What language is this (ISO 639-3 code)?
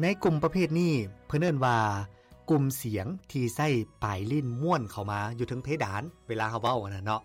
lao